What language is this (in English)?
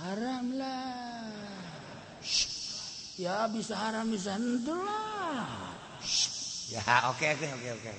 Sundanese